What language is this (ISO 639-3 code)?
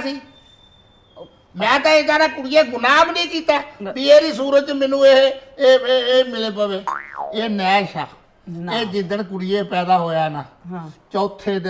pan